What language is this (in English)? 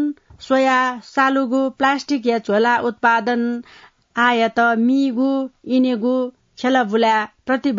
Newari